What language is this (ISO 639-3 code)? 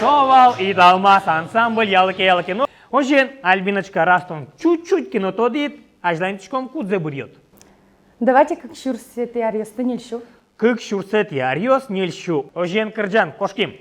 udm